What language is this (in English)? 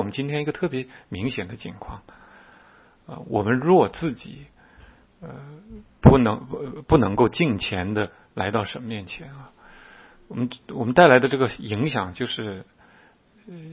Chinese